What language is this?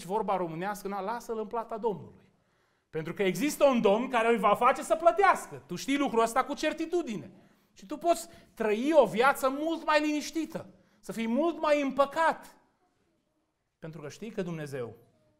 Romanian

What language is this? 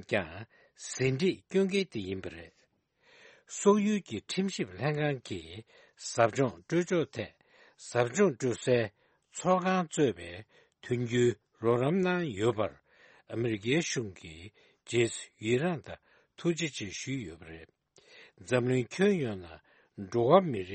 Tibetan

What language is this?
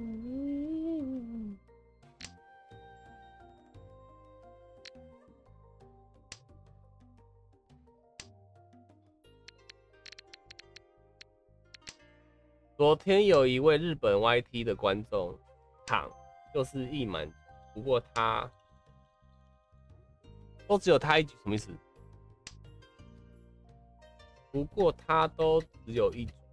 Chinese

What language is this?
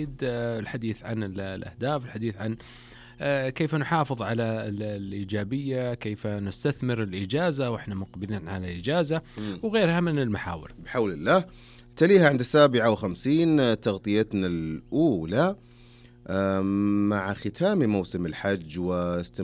Arabic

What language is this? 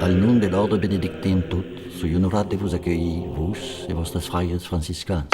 Occitan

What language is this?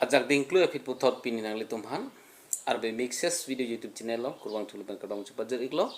Karbi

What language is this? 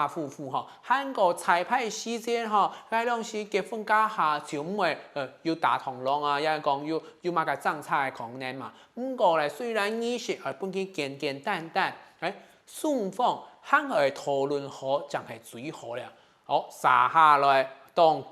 Hakka Chinese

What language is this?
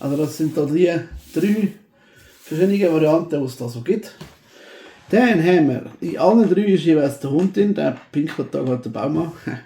Swiss German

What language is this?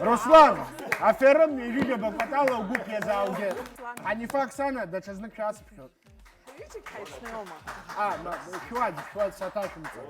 Abkhazian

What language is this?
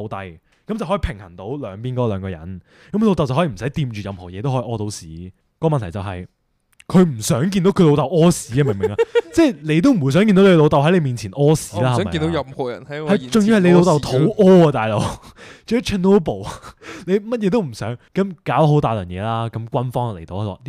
Cantonese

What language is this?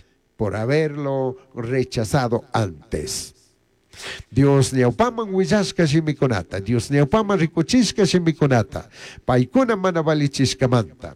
Chimborazo Highland Quichua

